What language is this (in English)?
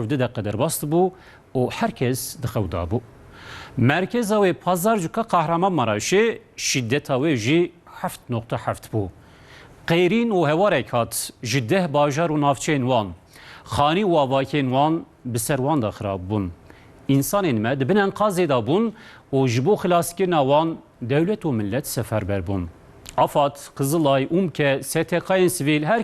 Kurdish